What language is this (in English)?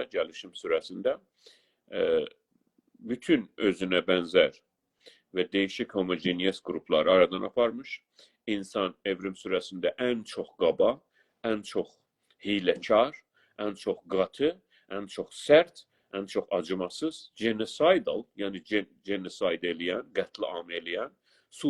South Azerbaijani